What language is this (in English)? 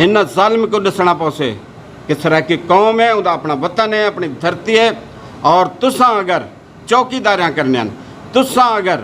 Saraiki